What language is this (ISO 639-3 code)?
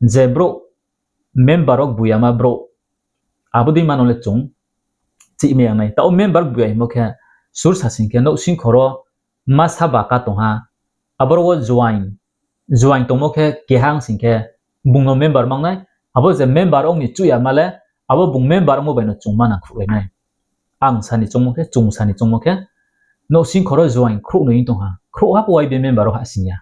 ria